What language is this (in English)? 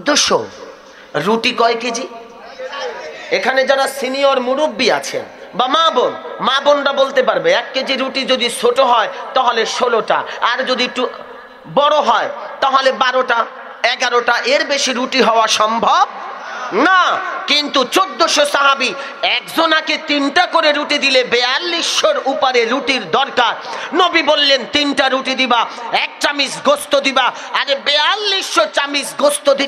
Bangla